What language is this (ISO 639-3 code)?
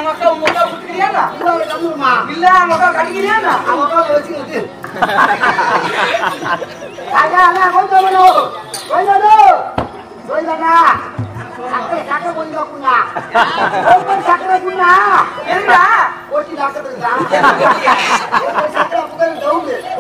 tam